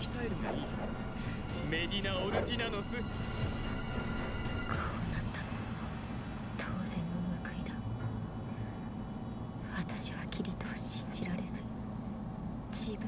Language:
Japanese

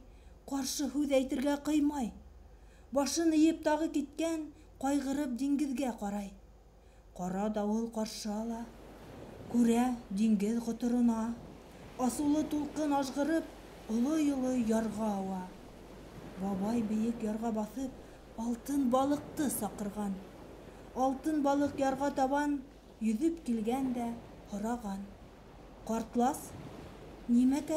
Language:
Bashkir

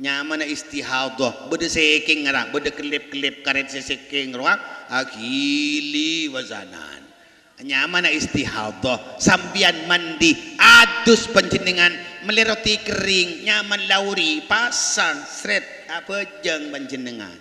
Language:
Madurese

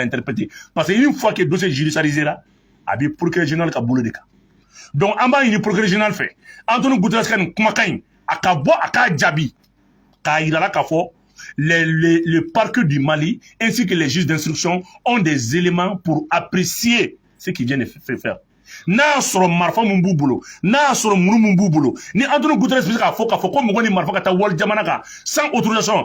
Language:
Bambara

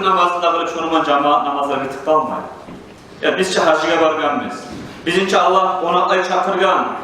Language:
Kumyk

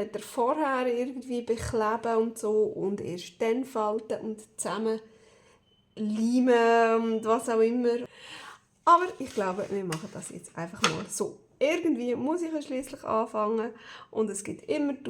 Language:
Swiss German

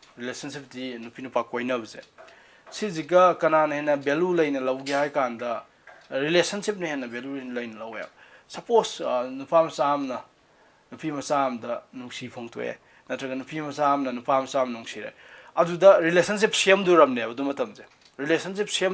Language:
Manipuri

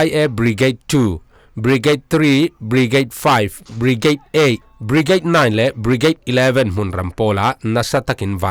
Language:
Falam Chin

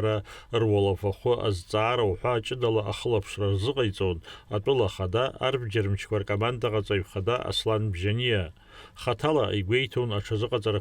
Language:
Abkhazian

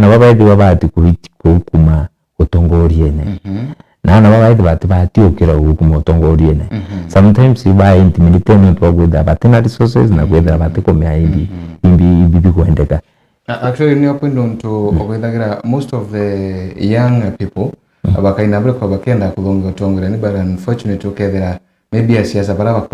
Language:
Meru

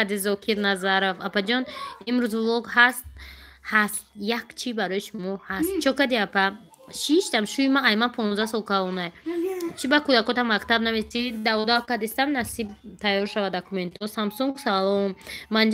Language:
Tajik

